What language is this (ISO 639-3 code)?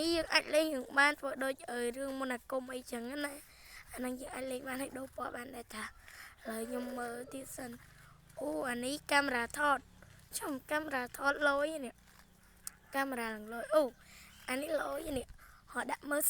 khm